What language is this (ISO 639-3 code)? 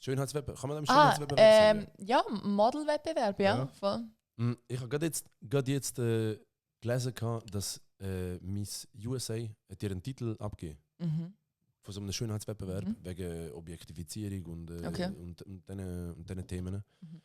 gsw